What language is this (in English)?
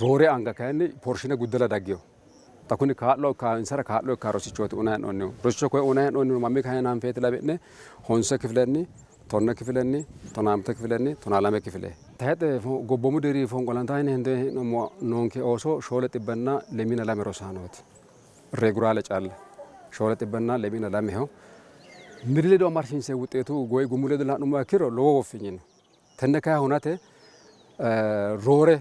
Sidamo